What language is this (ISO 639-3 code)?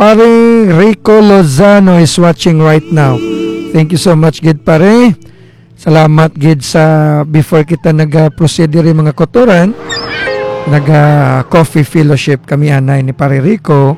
hil